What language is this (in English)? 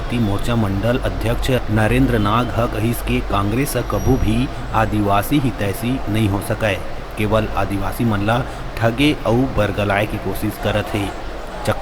Chhattisgarhi